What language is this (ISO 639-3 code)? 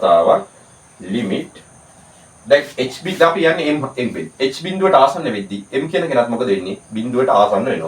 sin